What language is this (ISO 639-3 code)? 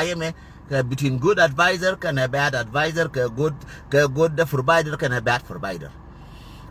nus